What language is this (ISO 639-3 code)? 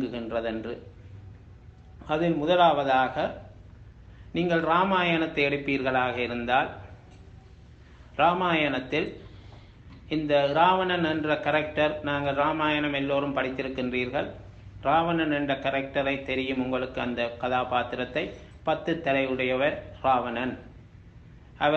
tam